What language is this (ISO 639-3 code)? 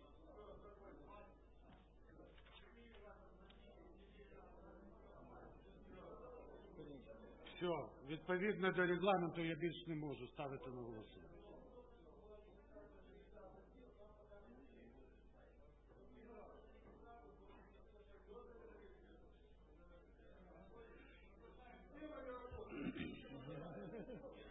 ukr